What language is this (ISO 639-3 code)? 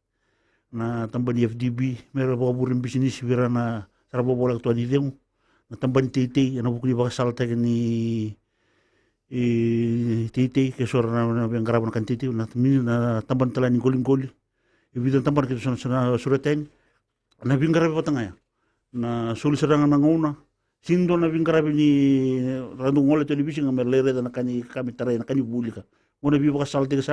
fij